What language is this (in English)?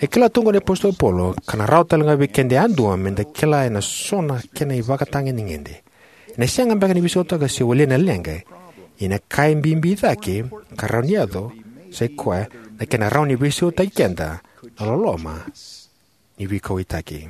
Fijian